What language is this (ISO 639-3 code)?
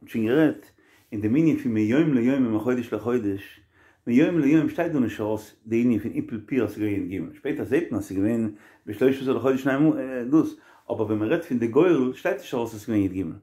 yid